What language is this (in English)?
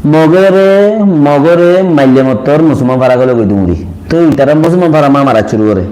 Rohingya